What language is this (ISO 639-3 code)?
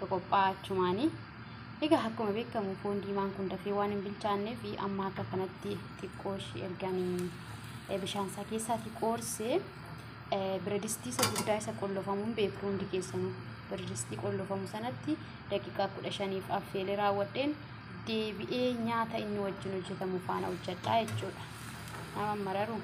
orm